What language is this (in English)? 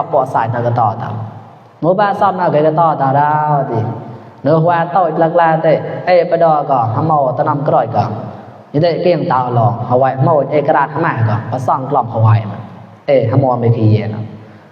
Mon